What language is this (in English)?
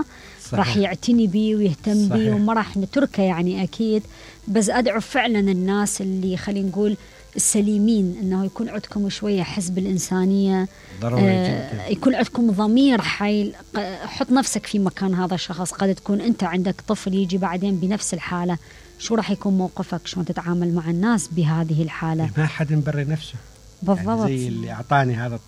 Mesopotamian Arabic